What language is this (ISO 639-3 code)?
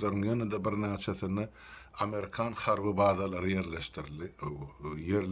tuk